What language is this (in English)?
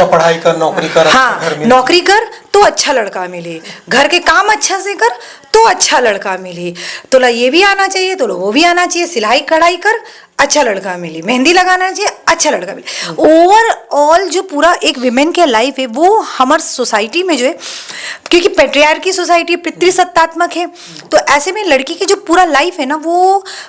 Chhattisgarhi